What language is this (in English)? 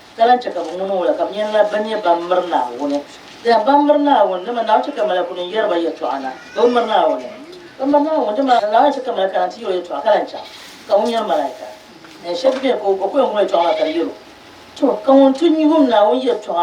Dagbani